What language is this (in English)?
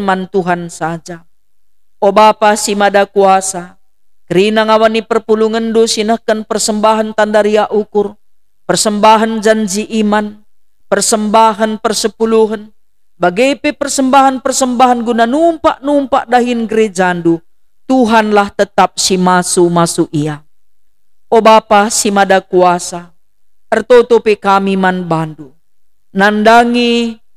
Batak Karo